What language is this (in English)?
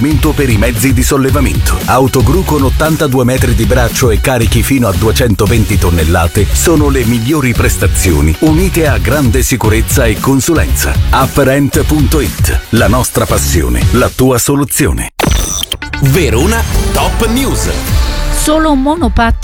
Italian